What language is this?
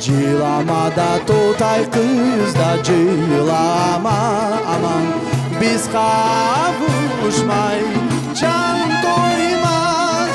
Crimean Tatar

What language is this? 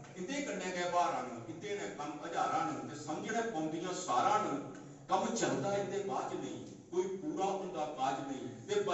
Dogri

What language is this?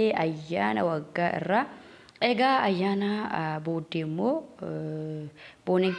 Oromo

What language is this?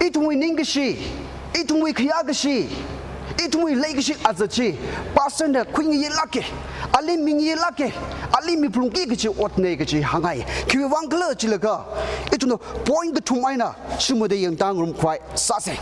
Tangkhul Naga (India)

